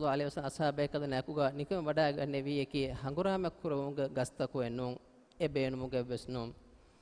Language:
Divehi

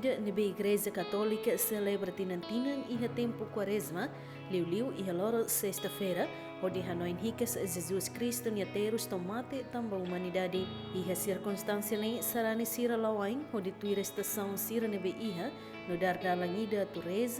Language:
Tetum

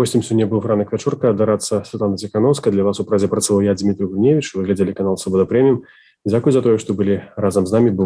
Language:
Belarusian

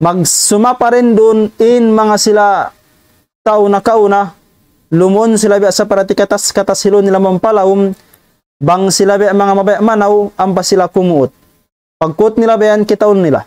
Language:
Tausug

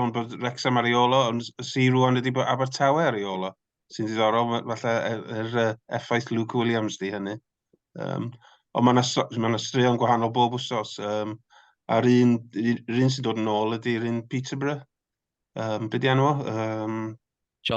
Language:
Welsh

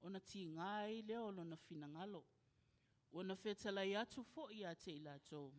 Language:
Samoan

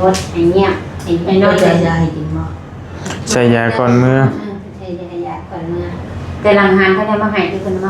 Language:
Northeastern Thai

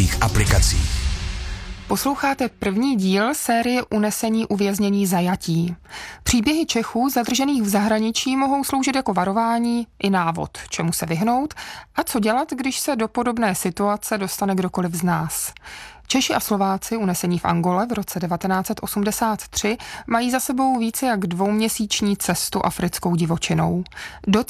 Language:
Czech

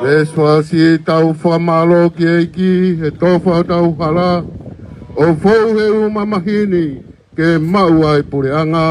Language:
Tongan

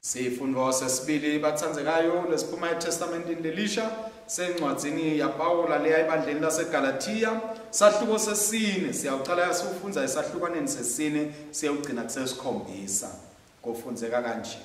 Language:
Swati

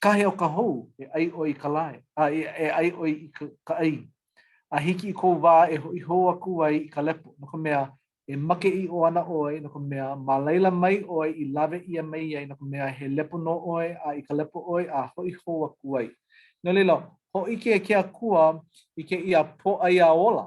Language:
Hawaiian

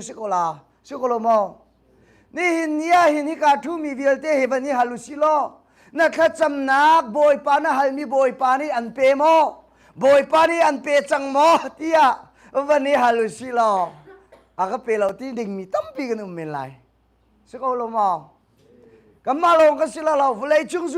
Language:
Hakha Chin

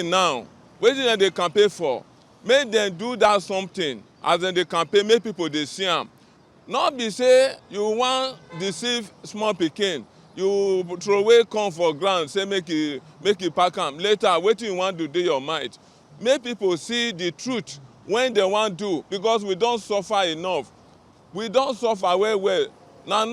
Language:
Nigerian Pidgin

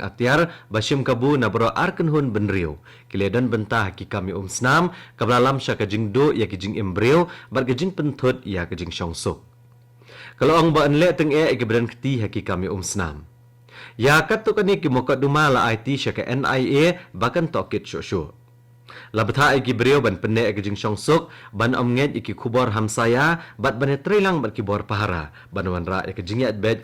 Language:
Khasi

